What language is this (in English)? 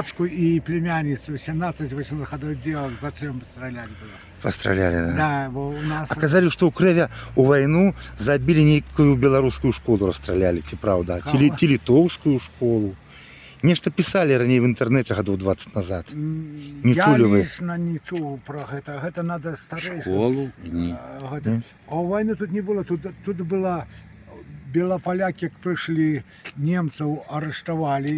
Belarusian